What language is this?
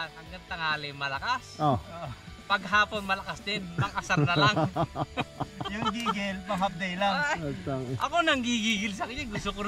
Filipino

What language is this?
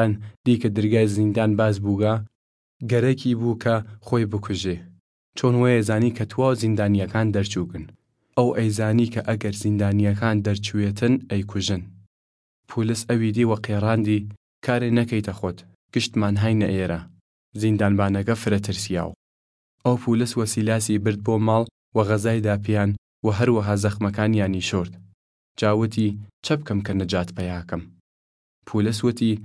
Southern Kurdish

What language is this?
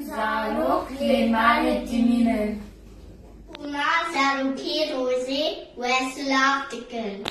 Kurdish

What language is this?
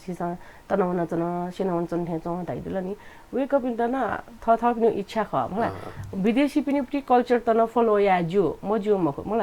Newari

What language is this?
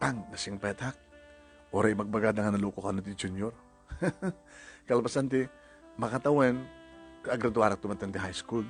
Iloko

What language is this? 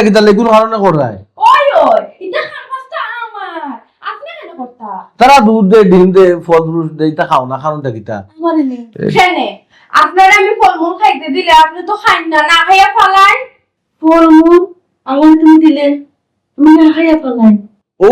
Sylheti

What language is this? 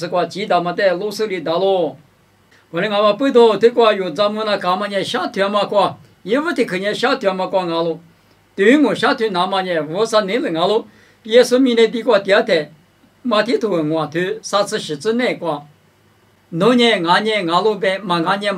Lisu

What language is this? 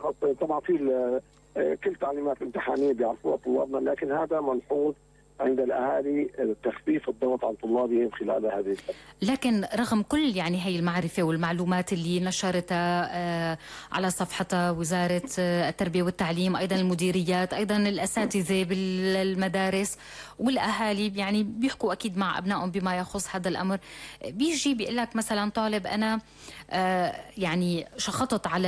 North Levantine Arabic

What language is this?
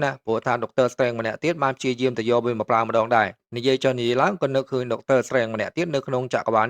Khmer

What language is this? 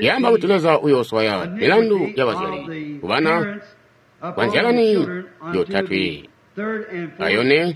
Tonga (Zambia)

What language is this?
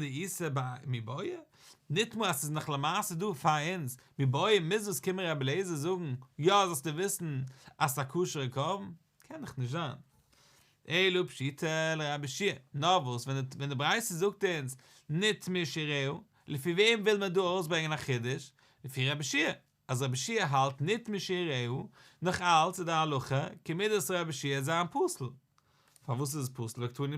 Yiddish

